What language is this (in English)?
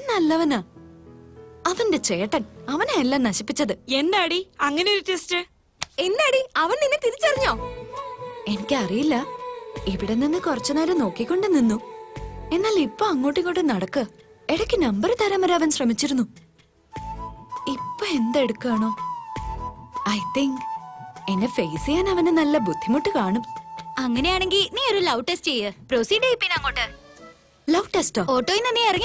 Malayalam